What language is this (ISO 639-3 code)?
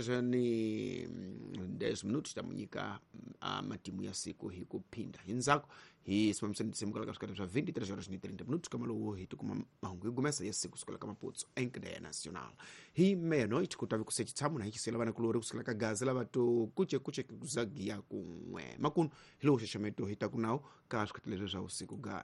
tso